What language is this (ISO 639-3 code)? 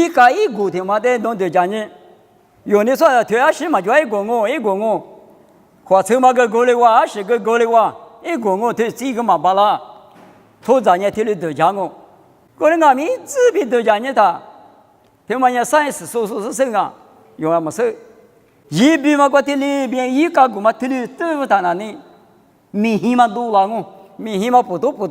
lis